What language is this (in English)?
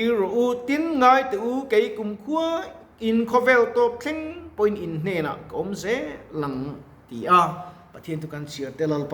Mizo